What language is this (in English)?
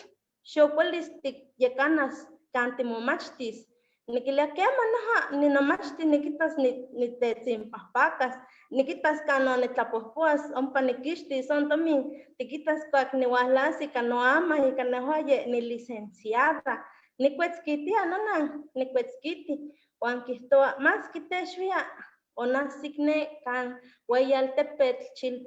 Eastern Huasteca Nahuatl